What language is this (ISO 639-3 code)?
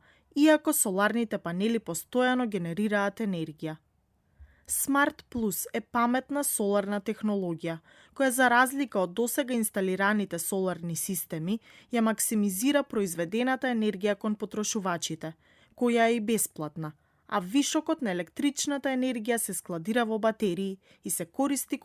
mkd